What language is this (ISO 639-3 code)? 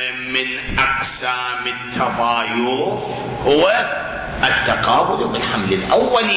ara